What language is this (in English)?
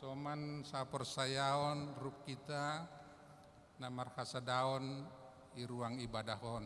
Batak Simalungun